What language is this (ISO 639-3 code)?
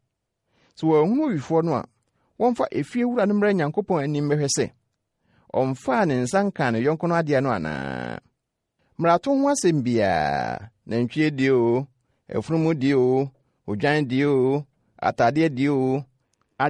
aka